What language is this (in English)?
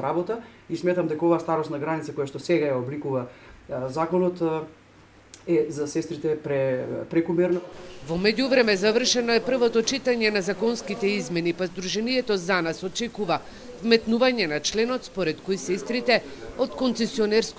Macedonian